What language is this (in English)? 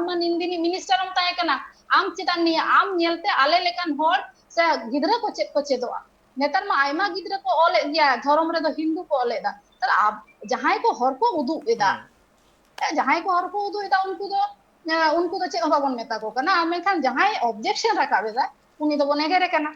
Santali